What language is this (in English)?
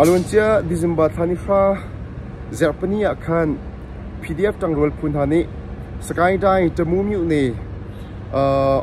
Hakha Chin